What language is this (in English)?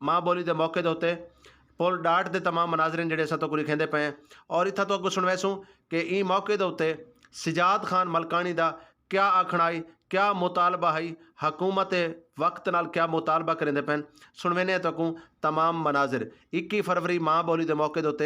Saraiki